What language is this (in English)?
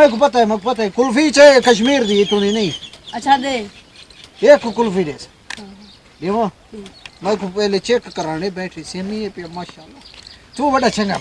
Saraiki